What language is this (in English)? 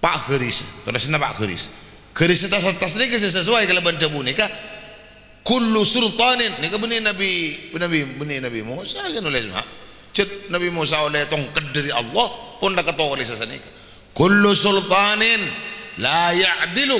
Madurese